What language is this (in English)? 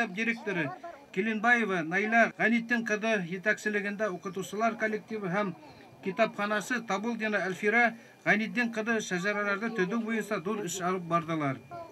Bashkir